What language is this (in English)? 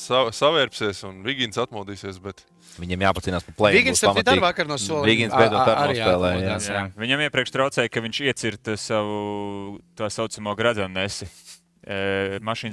Latvian